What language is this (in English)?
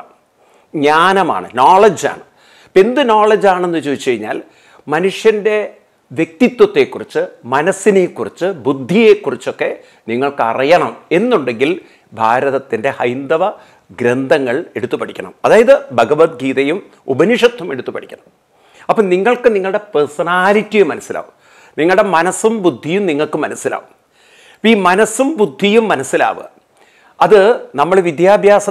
Malayalam